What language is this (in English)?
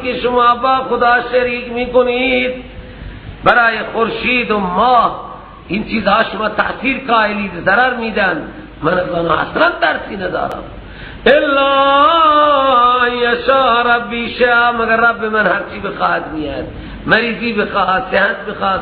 Persian